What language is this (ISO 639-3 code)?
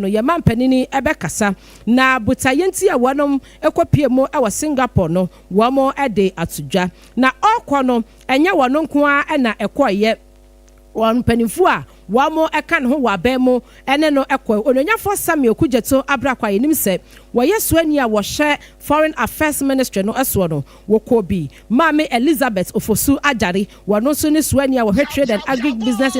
aka